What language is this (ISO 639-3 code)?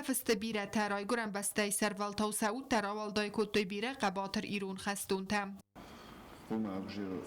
oss